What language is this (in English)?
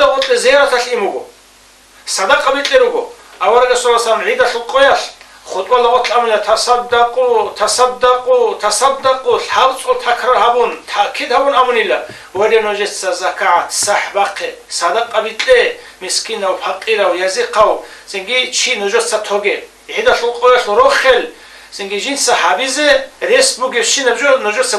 Avaric